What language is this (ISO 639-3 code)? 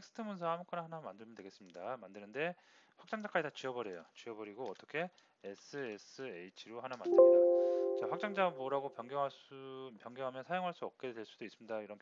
kor